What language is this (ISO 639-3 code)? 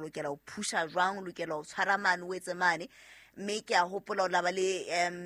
sot